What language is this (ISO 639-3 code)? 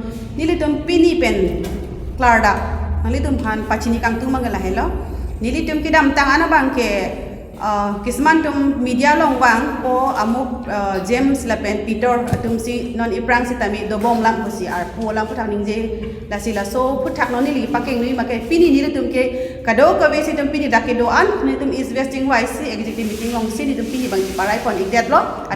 mjw